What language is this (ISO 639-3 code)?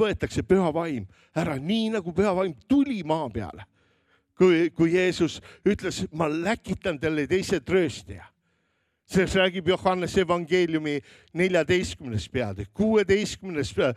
est